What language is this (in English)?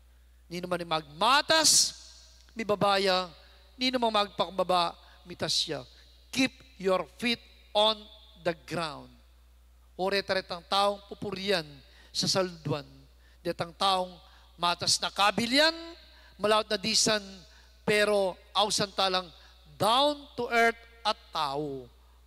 Pampanga